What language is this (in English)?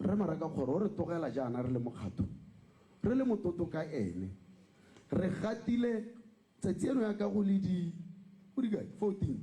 Tswana